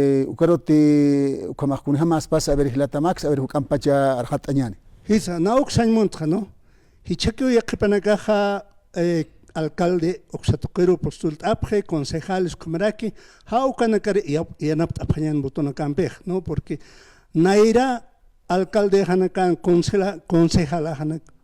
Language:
Aymara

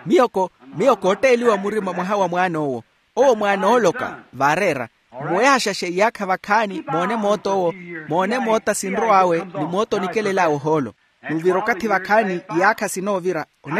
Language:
Makhuwa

